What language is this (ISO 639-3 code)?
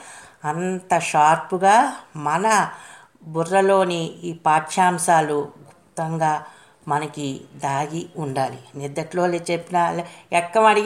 tel